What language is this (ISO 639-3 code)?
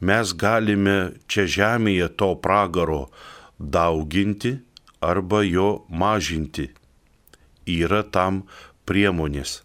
lit